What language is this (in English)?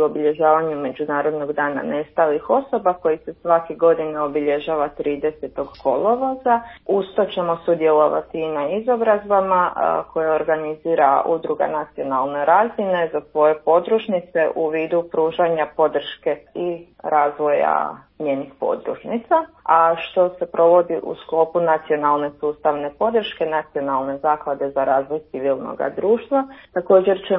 Croatian